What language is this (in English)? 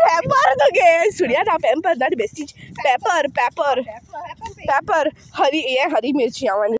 Konkani